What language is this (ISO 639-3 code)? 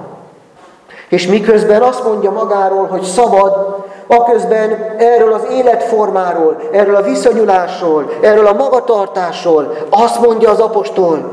hun